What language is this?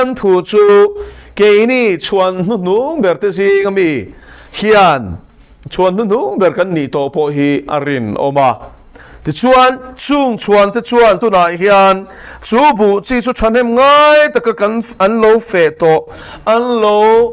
Mizo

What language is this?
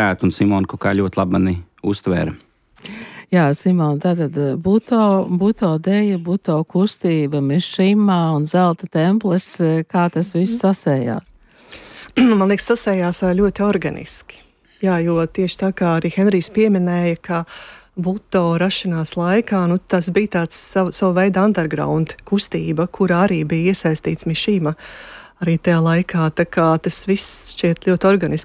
Latvian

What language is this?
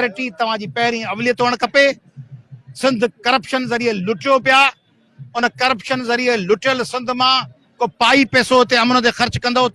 Sindhi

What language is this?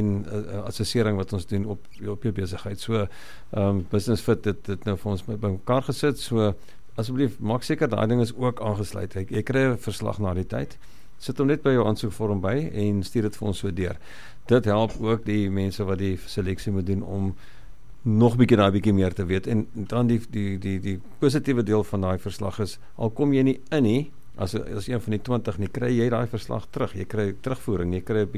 Afrikaans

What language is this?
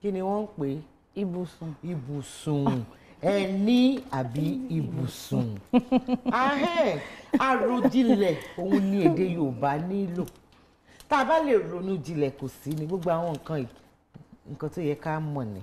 Yoruba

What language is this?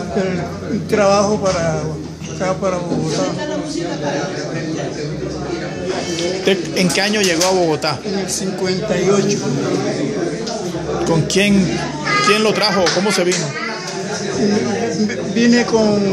Spanish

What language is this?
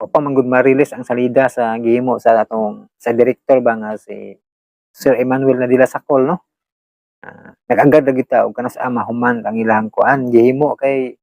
Cebuano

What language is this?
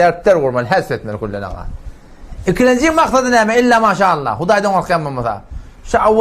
Turkmen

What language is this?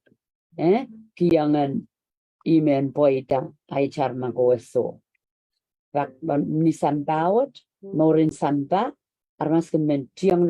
Pohnpeian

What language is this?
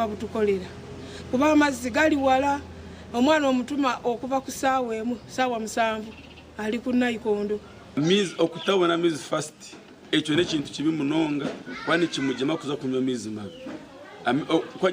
Nyankole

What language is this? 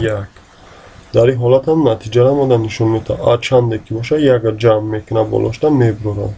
Tajik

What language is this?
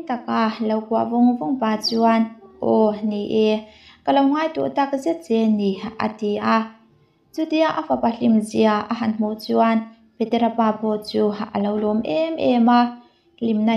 Mizo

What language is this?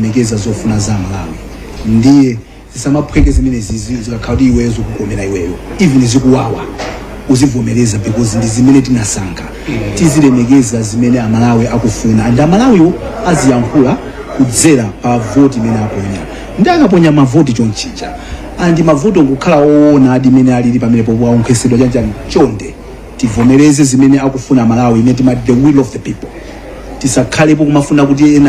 Nyanja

